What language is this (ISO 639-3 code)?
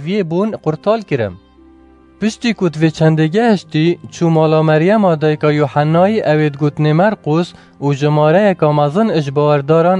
kur